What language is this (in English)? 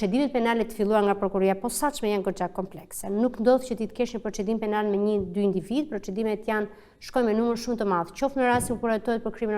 Albanian